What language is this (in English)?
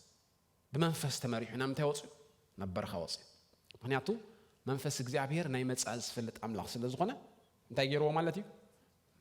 Tigrinya